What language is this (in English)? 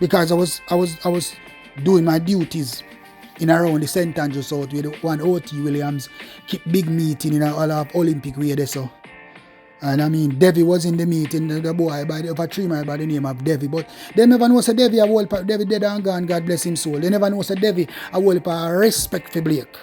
Jamaican Creole English